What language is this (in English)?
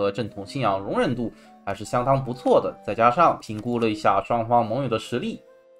Chinese